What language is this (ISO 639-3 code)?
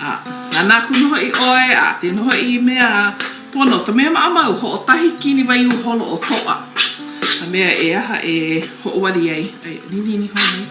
haw